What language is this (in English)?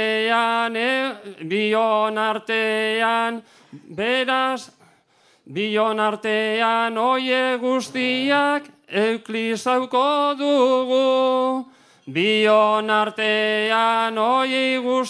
Basque